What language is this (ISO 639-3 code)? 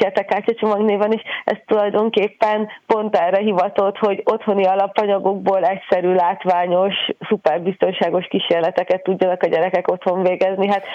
hun